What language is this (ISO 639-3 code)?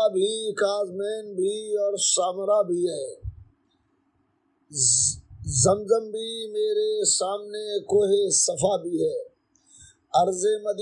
urd